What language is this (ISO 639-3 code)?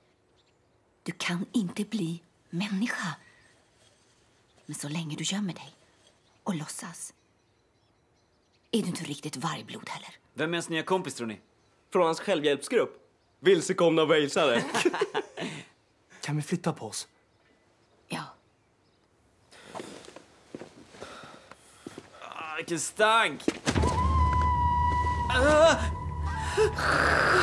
swe